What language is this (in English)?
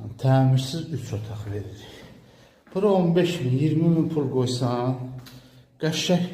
Azerbaijani